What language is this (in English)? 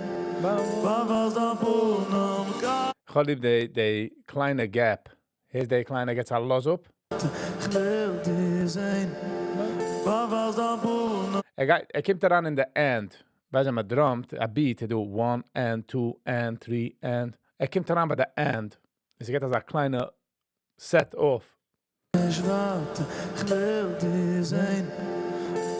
Yiddish